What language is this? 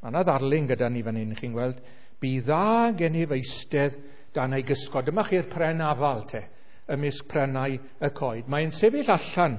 Welsh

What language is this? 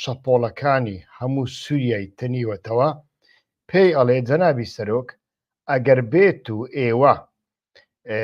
Central Kurdish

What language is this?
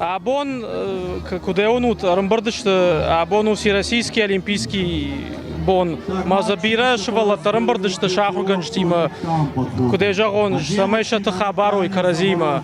Ossetic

